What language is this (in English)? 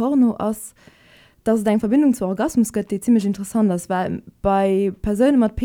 Luxembourgish